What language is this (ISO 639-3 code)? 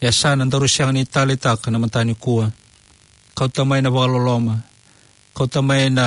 fij